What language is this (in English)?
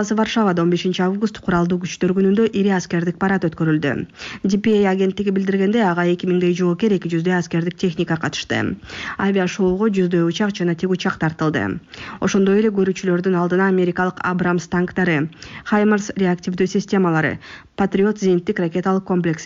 Kyrgyz